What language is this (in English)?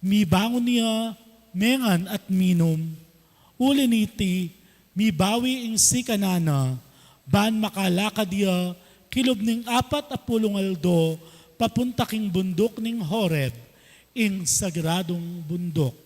Pampanga